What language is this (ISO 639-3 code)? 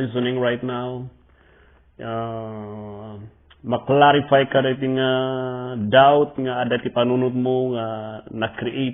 ilo